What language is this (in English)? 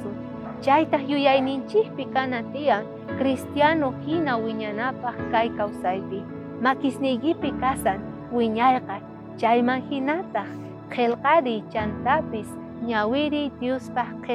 South Bolivian Quechua